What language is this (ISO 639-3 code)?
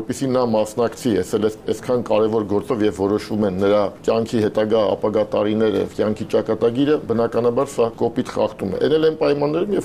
hye